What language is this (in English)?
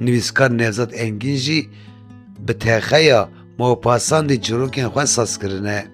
Kurdish